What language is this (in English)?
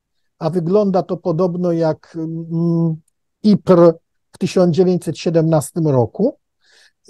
Polish